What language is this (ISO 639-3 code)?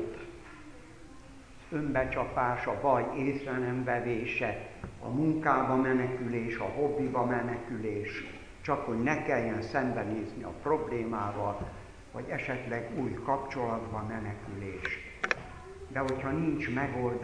hun